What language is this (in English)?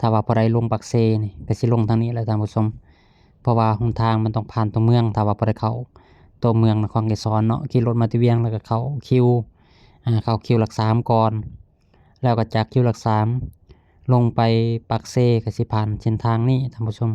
Lao